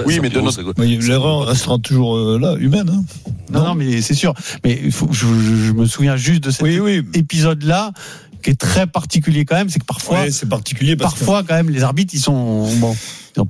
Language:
French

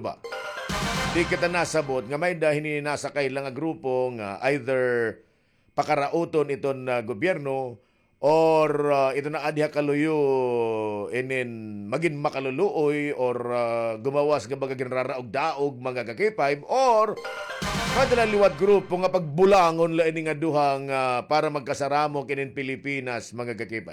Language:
Waray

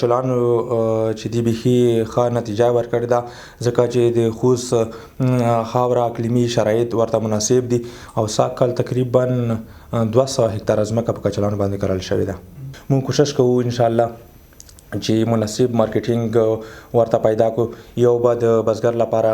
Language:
Pashto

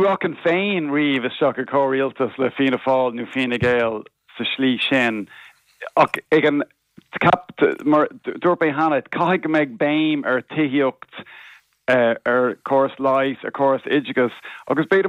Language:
Irish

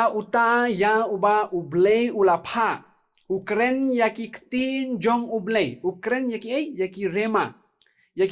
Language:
Khasi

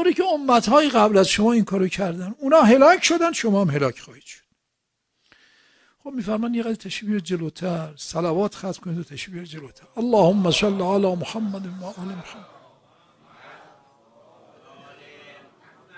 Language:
Persian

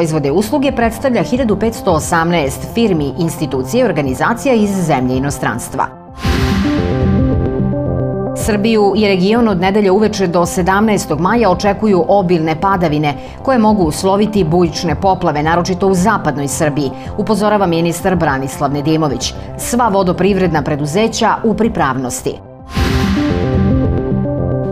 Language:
Serbian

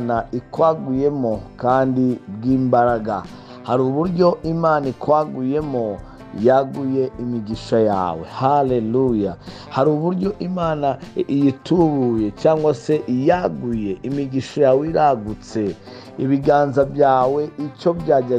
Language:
Kinyarwanda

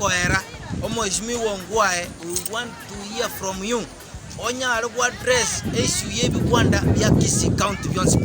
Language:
Gusii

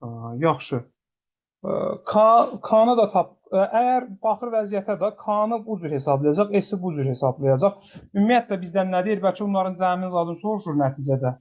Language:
Azerbaijani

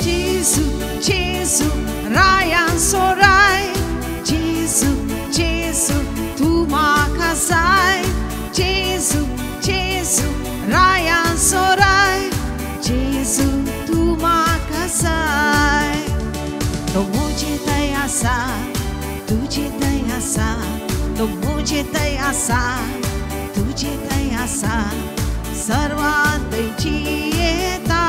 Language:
Konkani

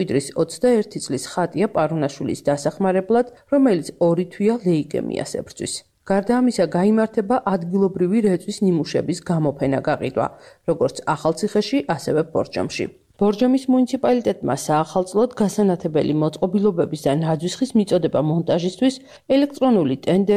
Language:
Georgian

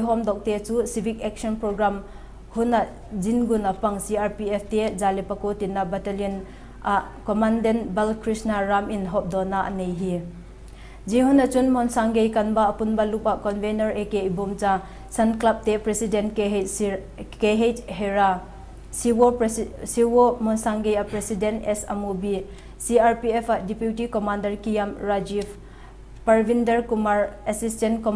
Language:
Vaiphei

